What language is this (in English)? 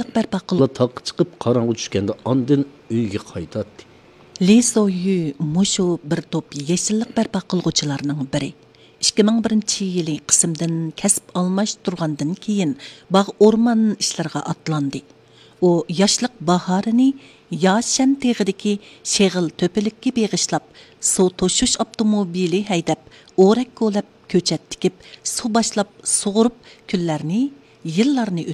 Uyghur